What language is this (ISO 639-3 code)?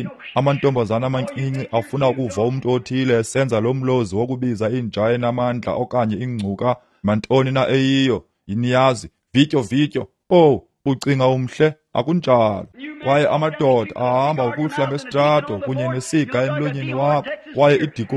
xho